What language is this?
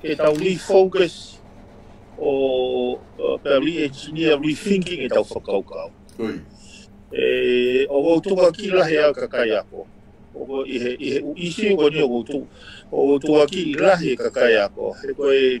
Tongan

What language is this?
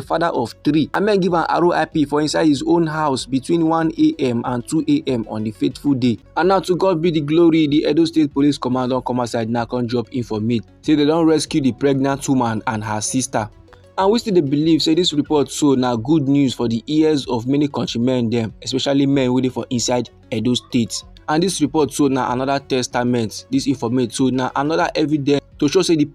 Nigerian Pidgin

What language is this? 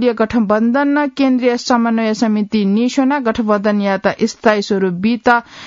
Newari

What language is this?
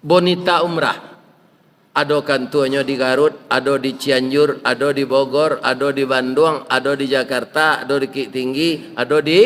Minangkabau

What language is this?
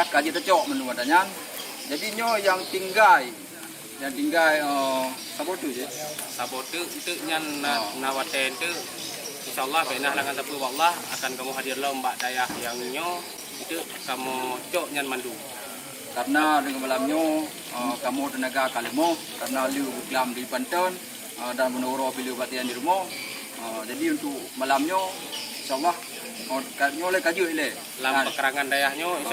Achinese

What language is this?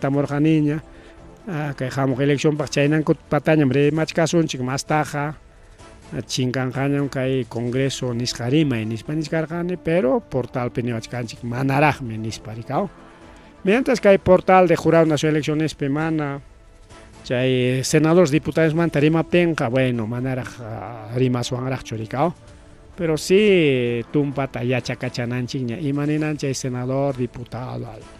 Ayacucho Quechua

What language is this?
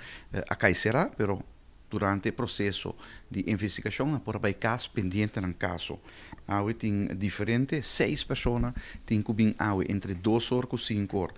Papiamento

